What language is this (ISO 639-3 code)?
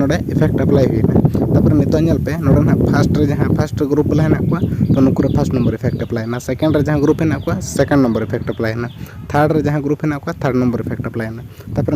sat